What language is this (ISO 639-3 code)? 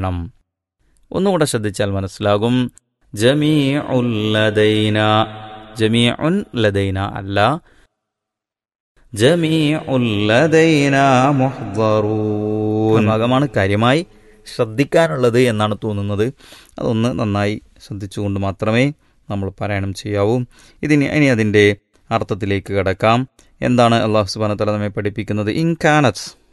mal